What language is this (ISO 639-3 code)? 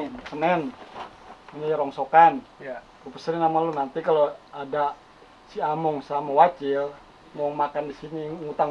bew